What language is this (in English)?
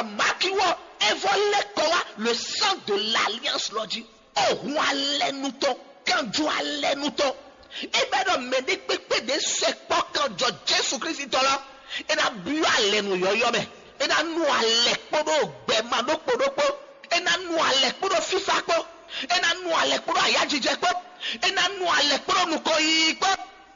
Fon